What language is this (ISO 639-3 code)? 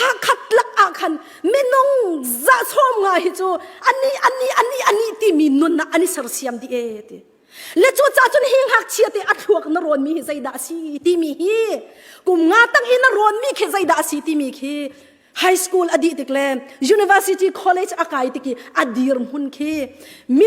cnh